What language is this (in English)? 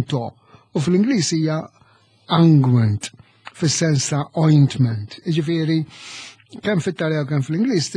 Maltese